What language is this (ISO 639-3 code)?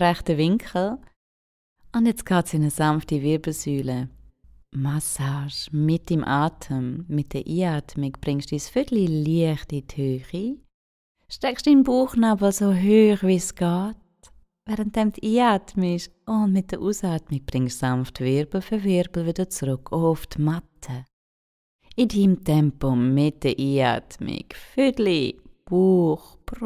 gsw